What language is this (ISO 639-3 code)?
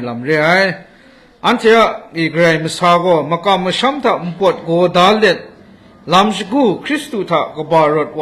kac